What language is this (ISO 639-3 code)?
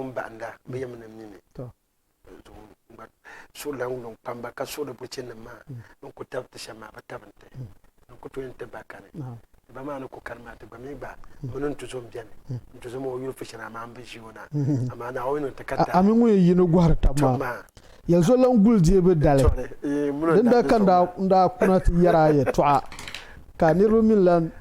dag